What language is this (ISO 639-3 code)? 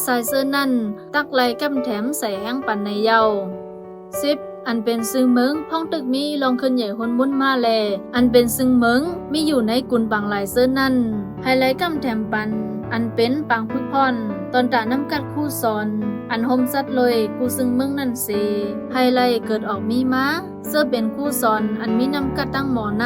shn